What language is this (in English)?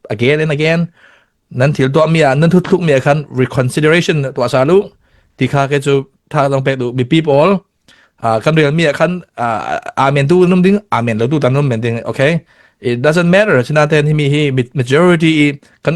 Falam Chin